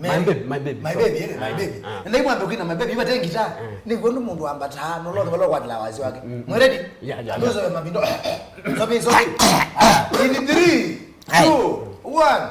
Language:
Kamba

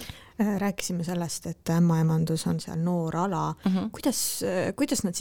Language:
Estonian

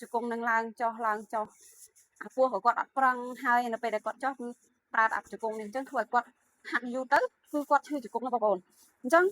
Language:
Khmer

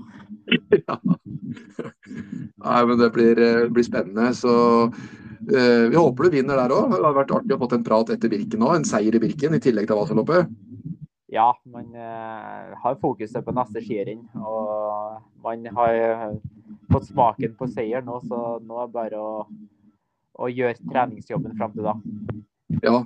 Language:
Norwegian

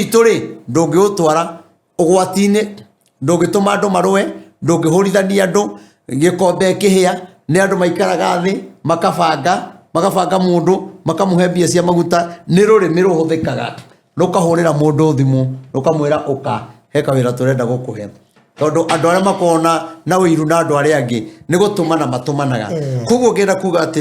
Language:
Kikuyu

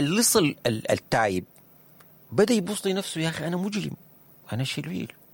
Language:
Sudanese Arabic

